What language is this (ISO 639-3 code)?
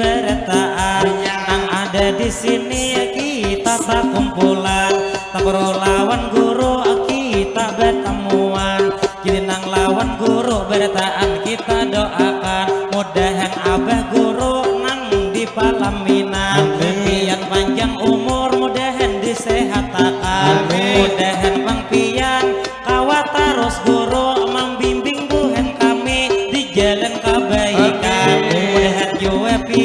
bjn